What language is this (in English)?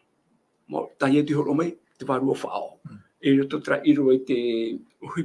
Tahitian